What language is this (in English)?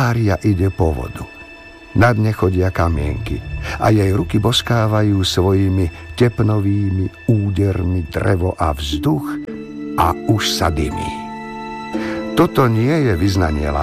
Slovak